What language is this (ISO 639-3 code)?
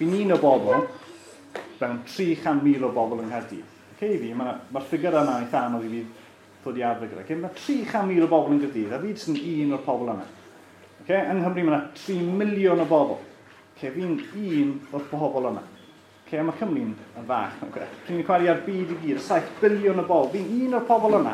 cym